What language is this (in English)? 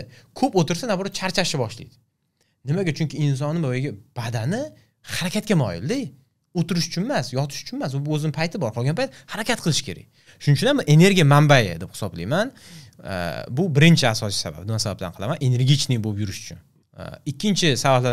Uzbek